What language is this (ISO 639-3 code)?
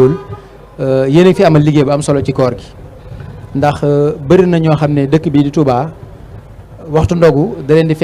wol